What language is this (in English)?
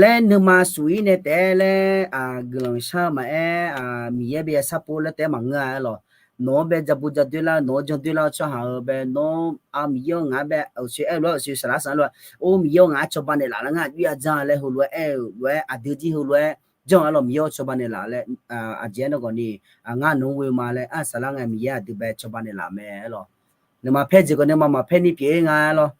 Akha